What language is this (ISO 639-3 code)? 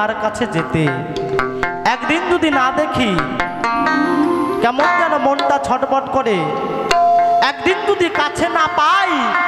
ben